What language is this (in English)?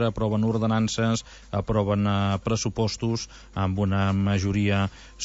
Catalan